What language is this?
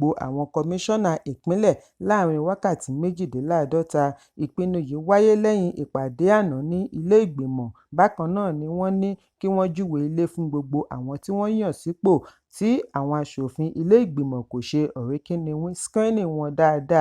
Yoruba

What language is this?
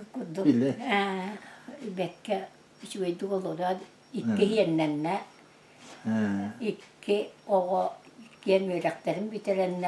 Yakut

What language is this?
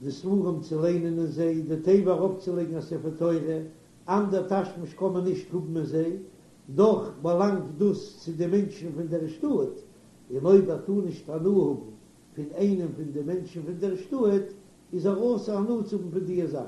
Yiddish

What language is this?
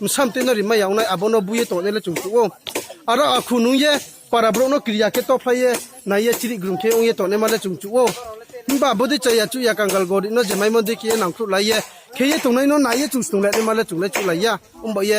Riang (India)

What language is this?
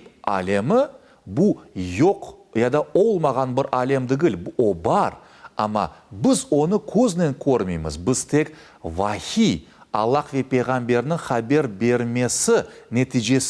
Crimean Tatar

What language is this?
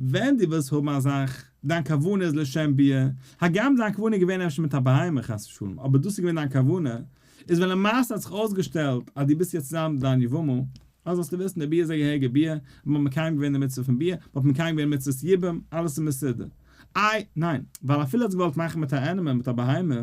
Yiddish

